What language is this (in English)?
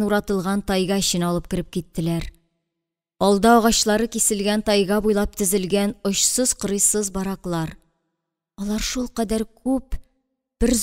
Tatar